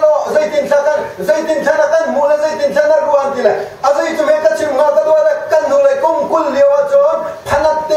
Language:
Hakha Chin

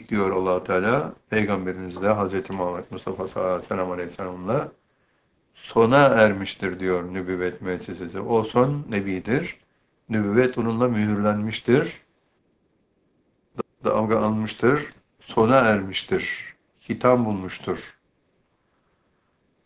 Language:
Turkish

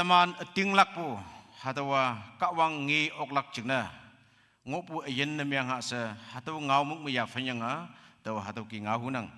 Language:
Konyak Naga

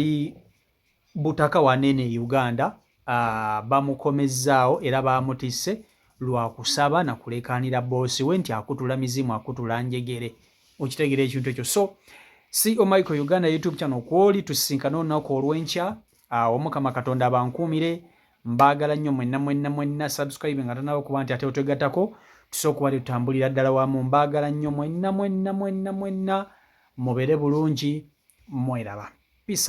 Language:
Ganda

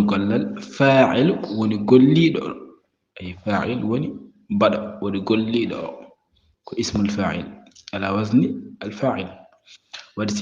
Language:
Fula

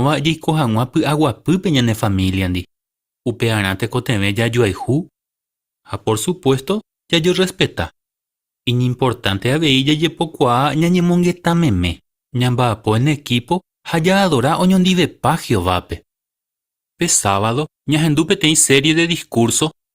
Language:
Guarani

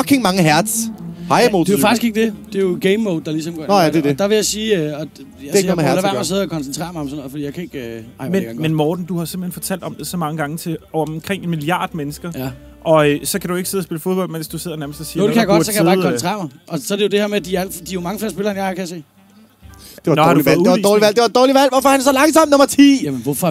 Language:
Danish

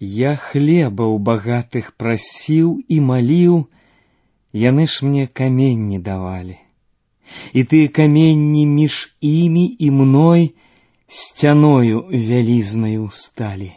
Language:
Belarusian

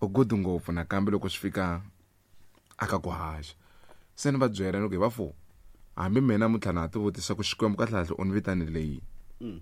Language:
Tsonga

